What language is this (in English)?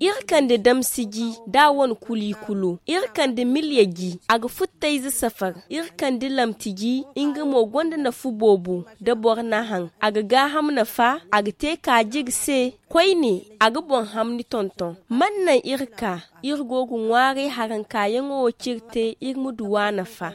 Zarma